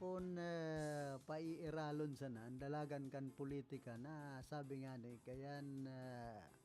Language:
Bikol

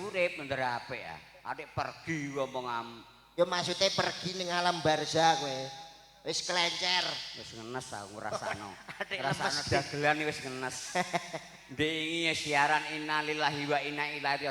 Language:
Javanese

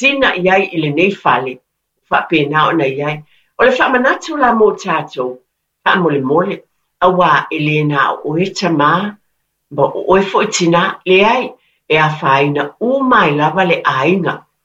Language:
Samoan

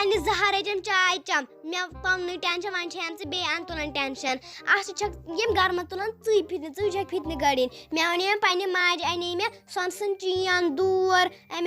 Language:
Kashmiri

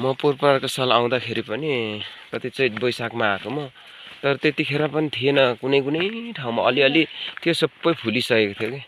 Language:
Nepali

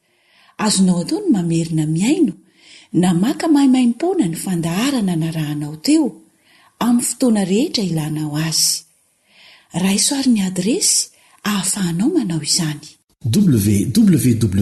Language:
Malagasy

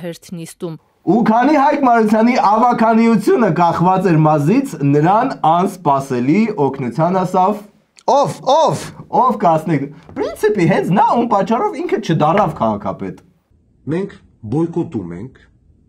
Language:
Armenian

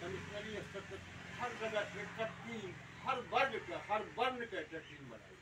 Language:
Maithili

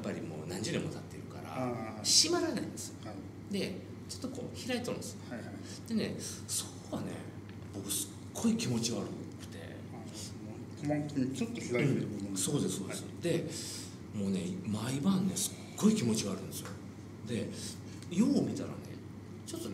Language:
Japanese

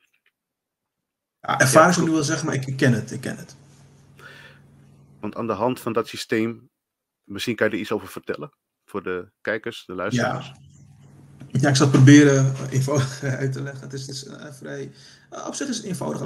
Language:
Dutch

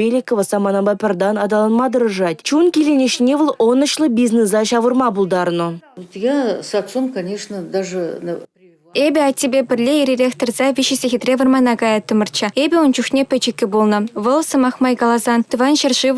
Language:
Chuvash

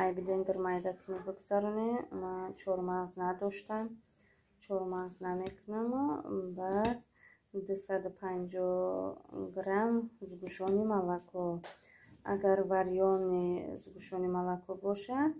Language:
Tajik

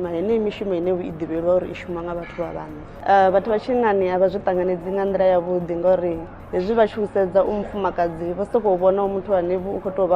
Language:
Venda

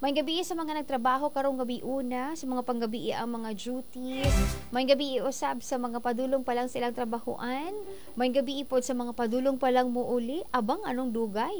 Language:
Cebuano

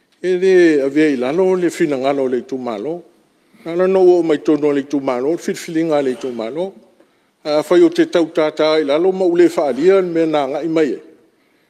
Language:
Samoan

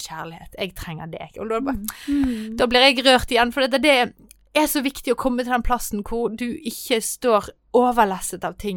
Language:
Norwegian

